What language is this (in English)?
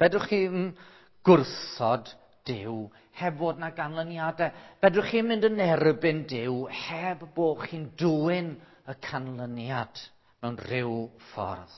Welsh